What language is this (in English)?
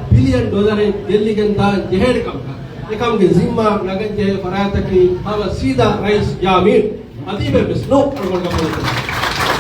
Divehi